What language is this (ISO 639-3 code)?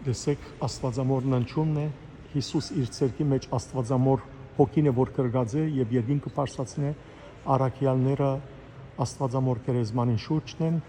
hyw